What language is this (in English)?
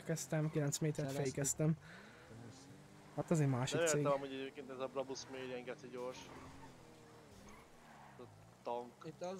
Hungarian